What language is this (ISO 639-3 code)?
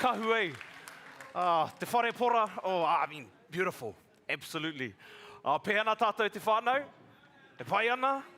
mri